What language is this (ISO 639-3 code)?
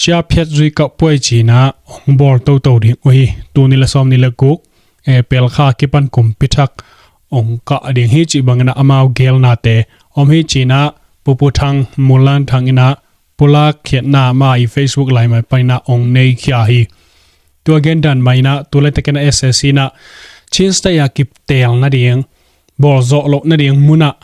ctd